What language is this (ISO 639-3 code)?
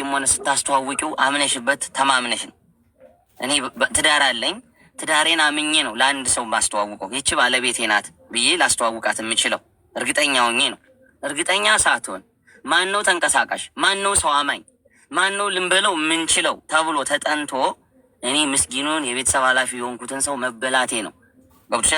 amh